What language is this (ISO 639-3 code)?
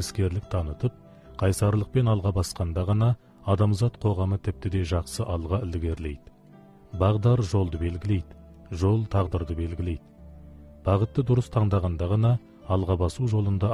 kaz